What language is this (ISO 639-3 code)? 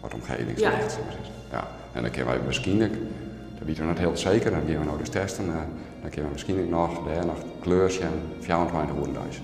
fry